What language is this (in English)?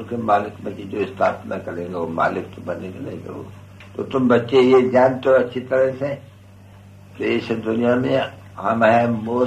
Hindi